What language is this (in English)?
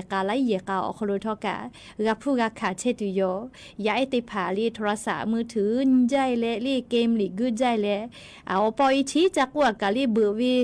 Lahu